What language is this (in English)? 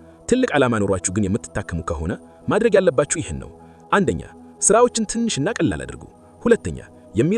Amharic